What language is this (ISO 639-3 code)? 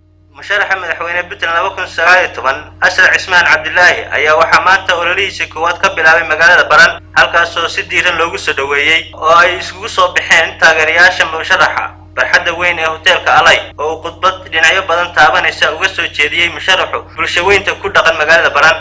som